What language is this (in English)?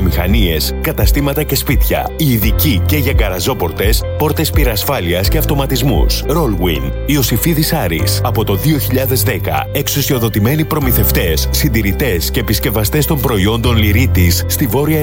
Greek